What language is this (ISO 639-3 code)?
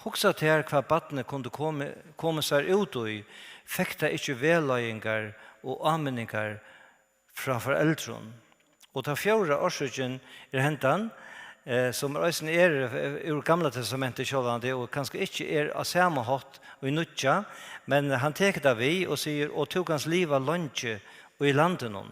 fao